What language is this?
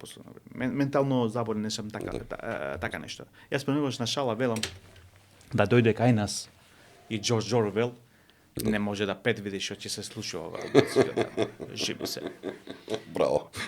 Macedonian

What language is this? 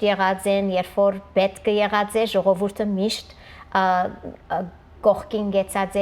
Western Armenian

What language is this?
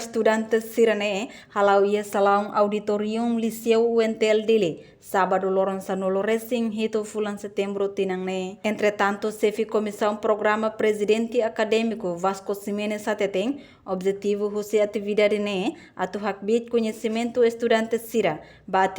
Tetum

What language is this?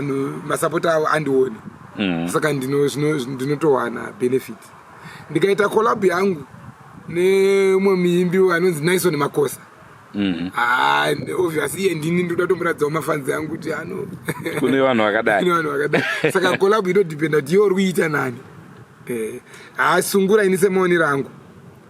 Shona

